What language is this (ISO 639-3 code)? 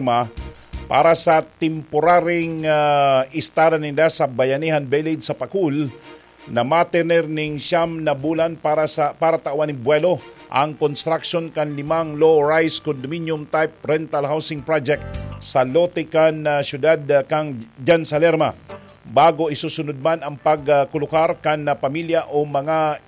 bik